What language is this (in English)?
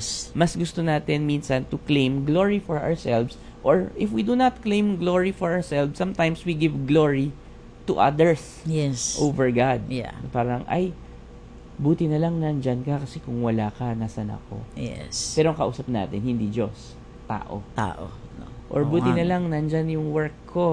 Filipino